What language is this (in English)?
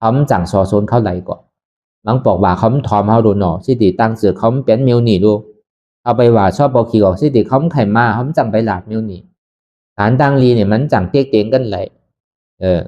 Shan